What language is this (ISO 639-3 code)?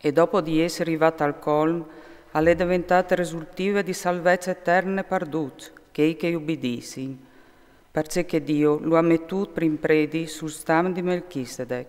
fur